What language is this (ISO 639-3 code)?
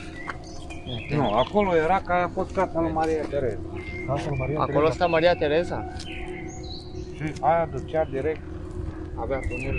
ron